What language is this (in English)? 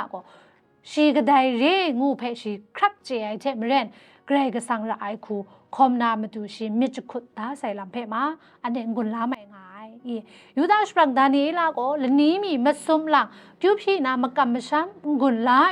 Kachin